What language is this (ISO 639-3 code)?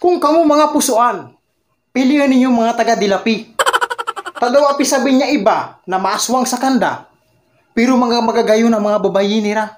bik